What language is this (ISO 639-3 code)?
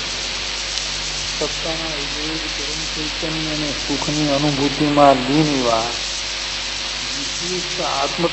guj